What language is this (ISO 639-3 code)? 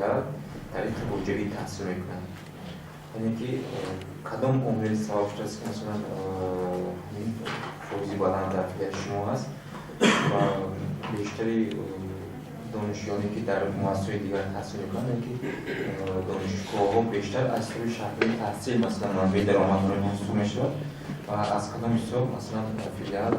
tgk